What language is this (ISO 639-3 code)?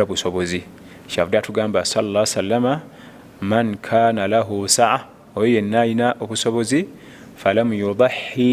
lug